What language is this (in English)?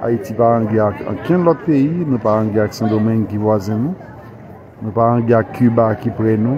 Haitian Creole